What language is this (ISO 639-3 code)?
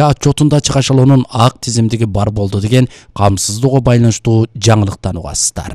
kir